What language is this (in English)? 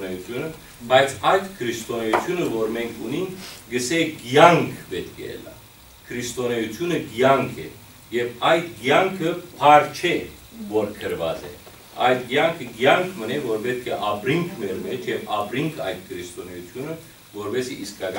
Western Armenian